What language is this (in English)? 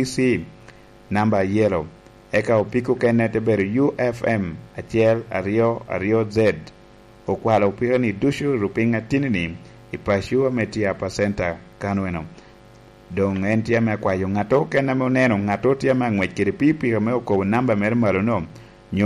Lango (Uganda)